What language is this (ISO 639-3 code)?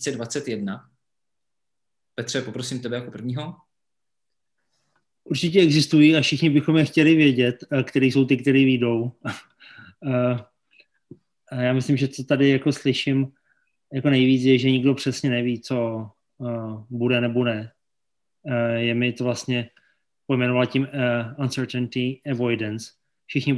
ces